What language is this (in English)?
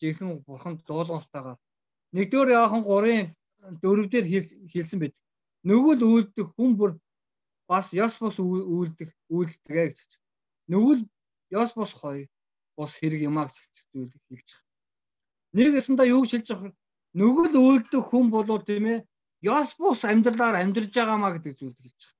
Mongolian